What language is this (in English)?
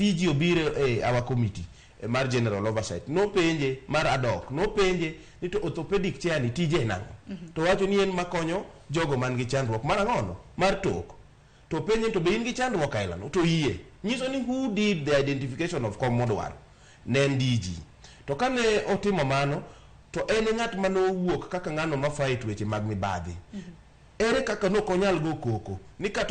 Luo (Kenya and Tanzania)